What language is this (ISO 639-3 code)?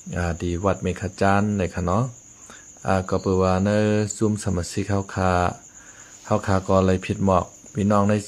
shn